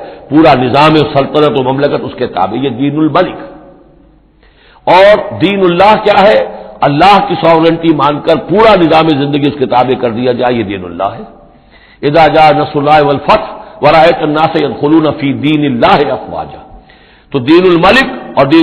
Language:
Urdu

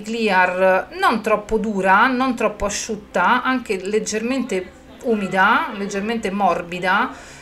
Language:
Italian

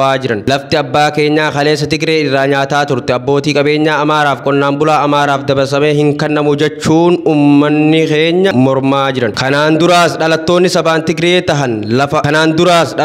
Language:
Oromo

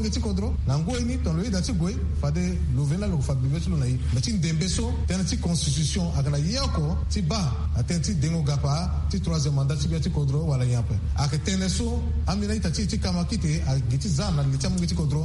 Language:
Sango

